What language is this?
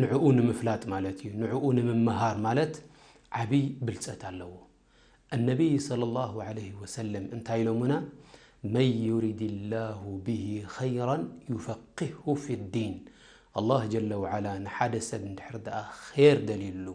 Tigrinya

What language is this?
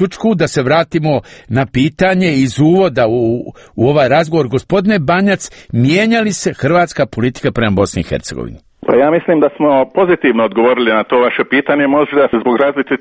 Croatian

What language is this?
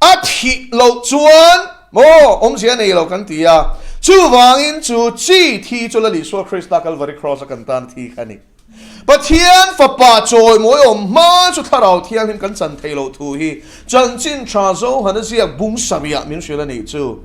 Mizo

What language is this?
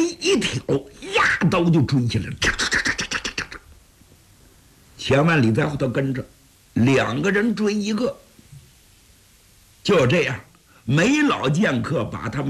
Chinese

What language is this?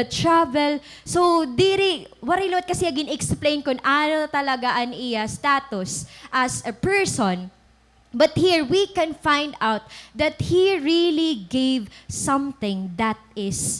Waray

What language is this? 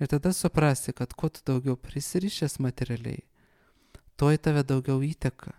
Lithuanian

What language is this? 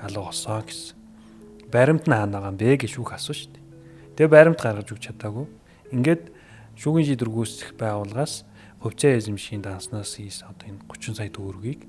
Mongolian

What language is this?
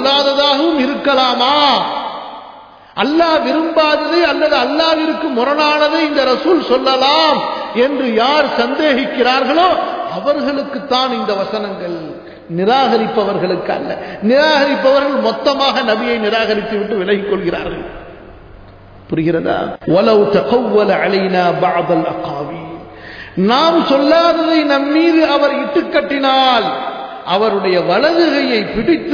Tamil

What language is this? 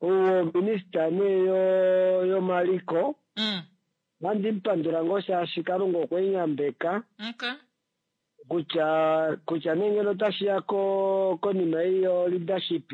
Kuanyama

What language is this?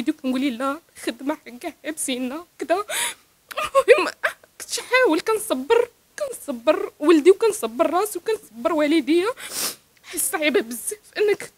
Moroccan Arabic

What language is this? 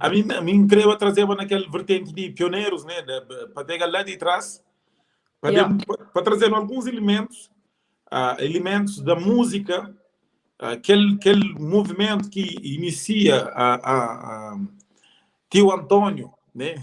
Kabuverdianu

